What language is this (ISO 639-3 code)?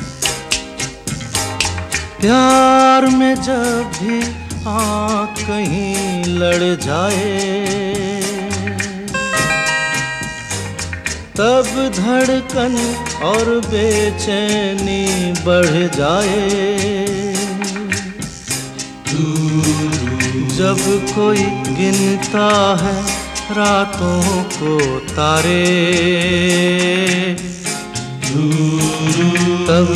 hin